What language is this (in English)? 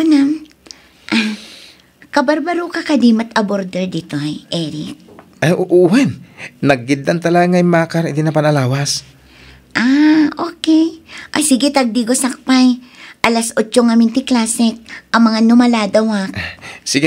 Iloko